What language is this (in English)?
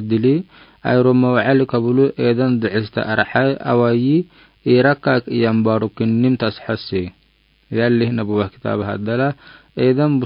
Afar